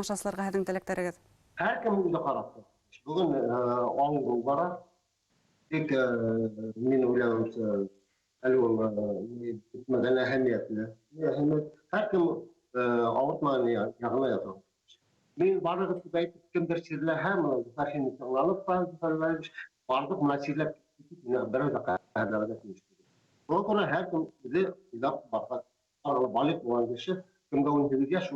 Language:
Bashkir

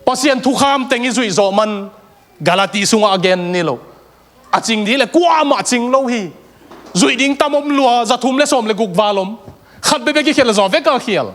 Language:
Tedim Chin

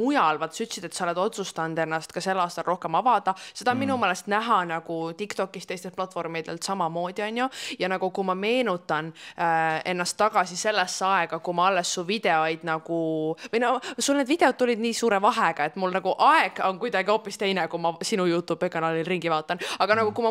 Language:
Estonian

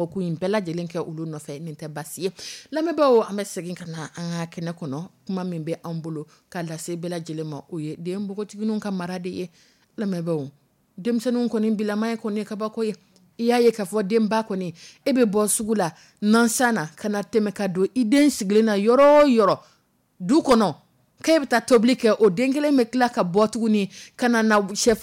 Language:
Dyula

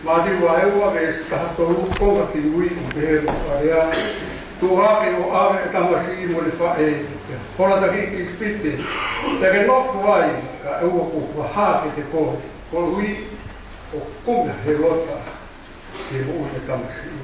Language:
Tongan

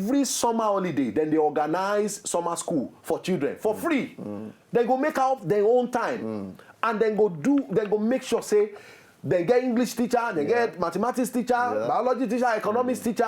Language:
Nigerian Pidgin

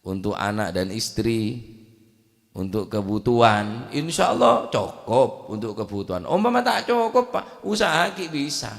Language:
Madurese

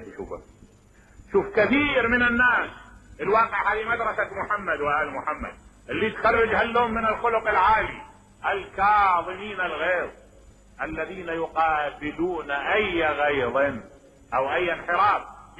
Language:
Mesopotamian Arabic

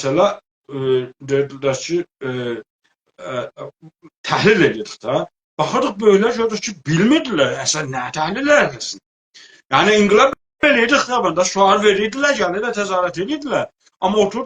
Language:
South Azerbaijani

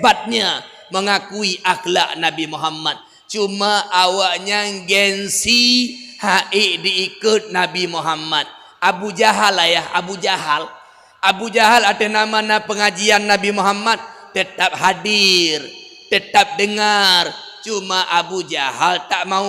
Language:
Achinese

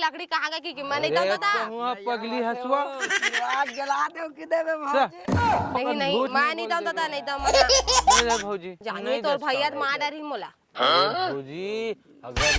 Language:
Chhattisgarhi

